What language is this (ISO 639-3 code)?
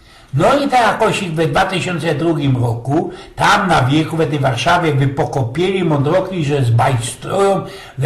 szl